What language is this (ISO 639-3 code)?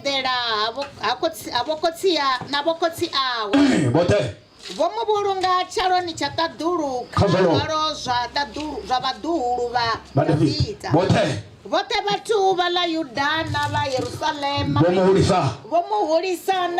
ven